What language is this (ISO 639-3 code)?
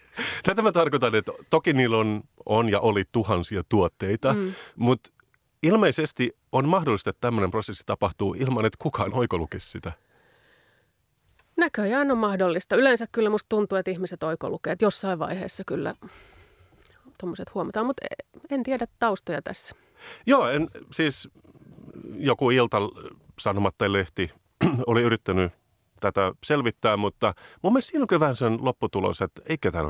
fin